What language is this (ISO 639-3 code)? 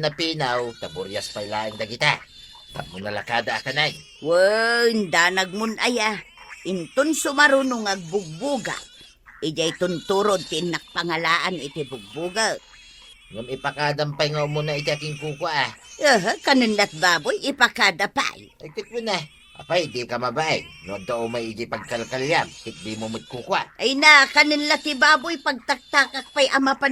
ilo